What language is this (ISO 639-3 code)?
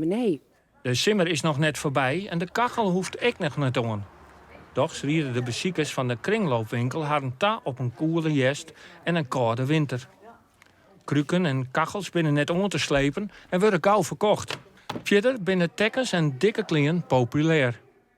fry